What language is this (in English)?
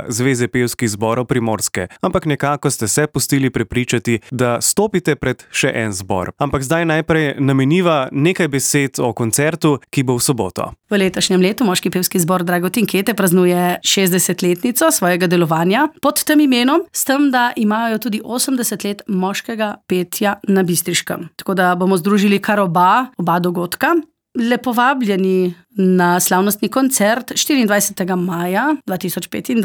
Slovenian